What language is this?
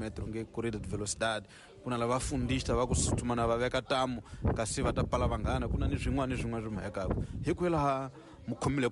Tsonga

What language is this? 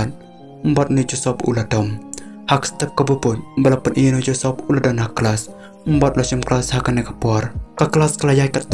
Khasi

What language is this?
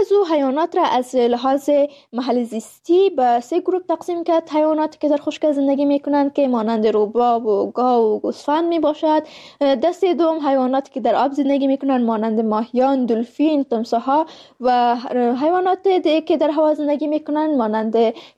Persian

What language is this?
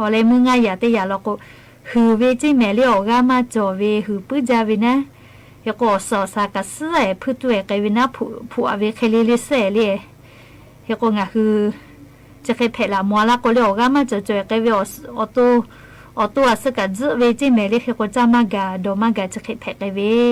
Lahu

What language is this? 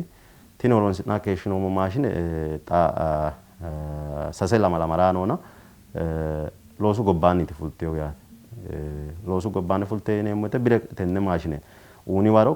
Sidamo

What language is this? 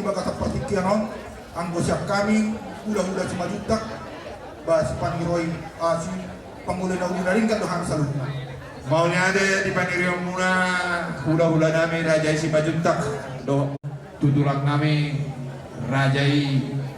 Batak Toba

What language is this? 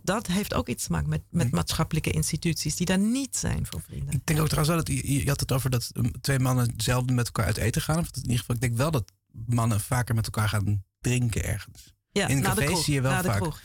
Dutch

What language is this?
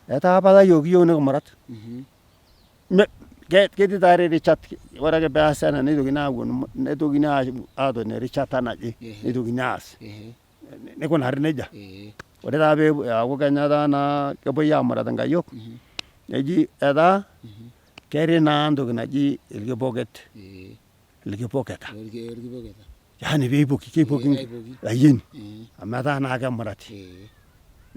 Masai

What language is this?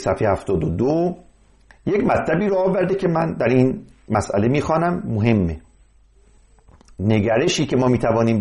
Persian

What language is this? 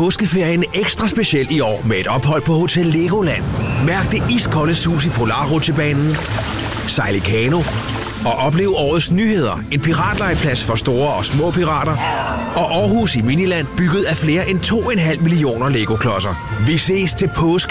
Danish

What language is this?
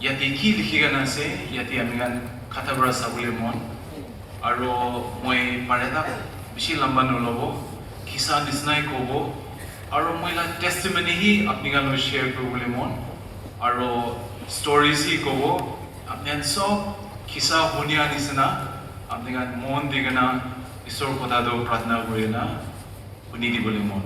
Naga Pidgin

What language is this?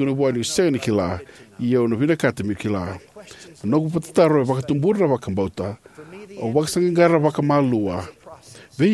Fijian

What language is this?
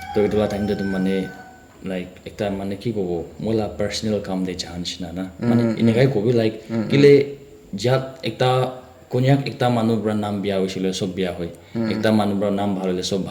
Naga Pidgin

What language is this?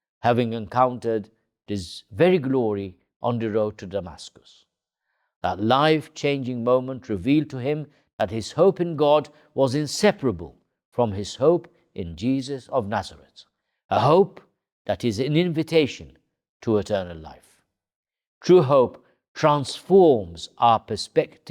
English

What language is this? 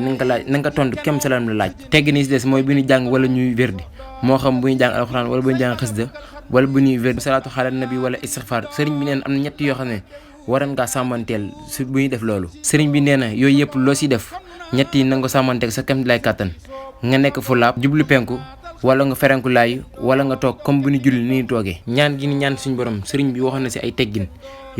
Wolof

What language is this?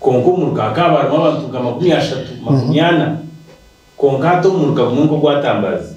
Nyankole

